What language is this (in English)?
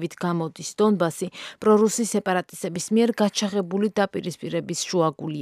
Georgian